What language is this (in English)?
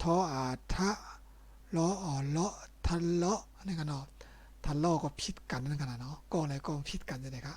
Shan